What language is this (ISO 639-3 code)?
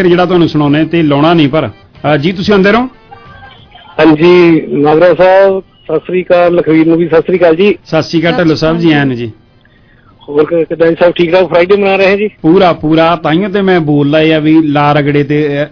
pan